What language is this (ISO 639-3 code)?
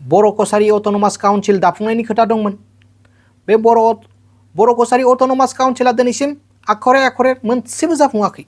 brx